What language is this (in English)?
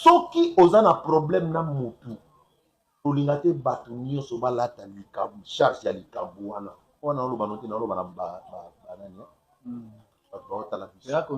Lingala